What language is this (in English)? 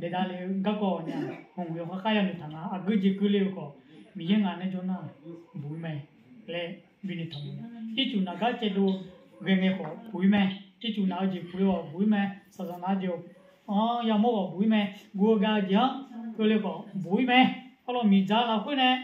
Akha